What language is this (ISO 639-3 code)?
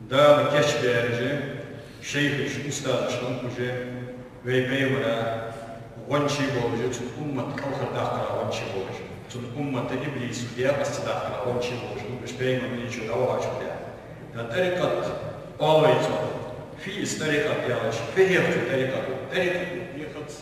inh